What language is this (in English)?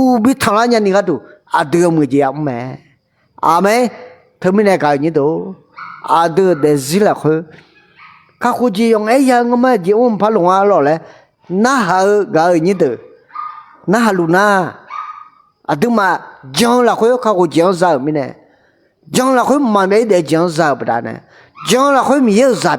Akha